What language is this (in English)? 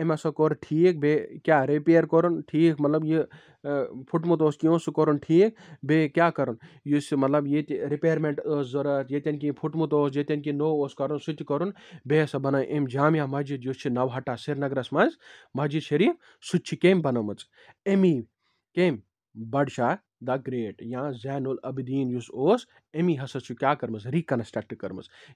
Kashmiri